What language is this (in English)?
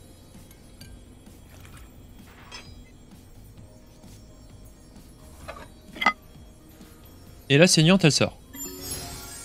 French